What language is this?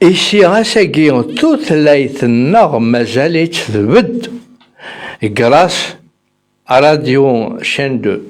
Kabyle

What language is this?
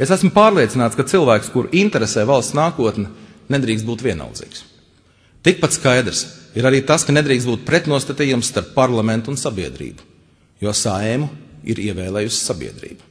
Latvian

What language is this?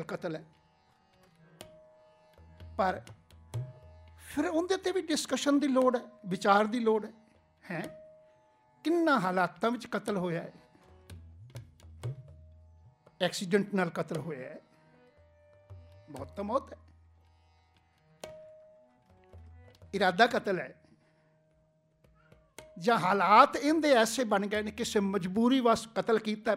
Punjabi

